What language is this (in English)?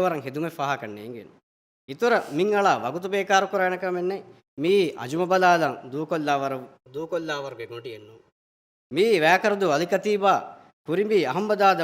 Divehi